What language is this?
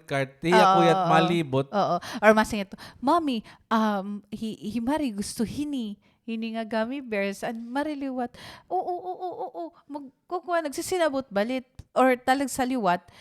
Waray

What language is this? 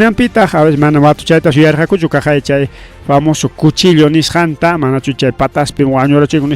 Ayacucho Quechua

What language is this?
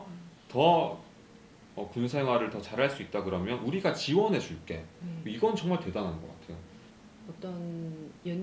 Korean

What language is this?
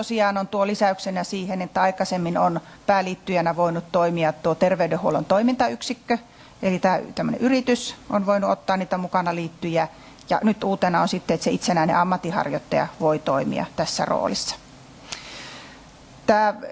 Finnish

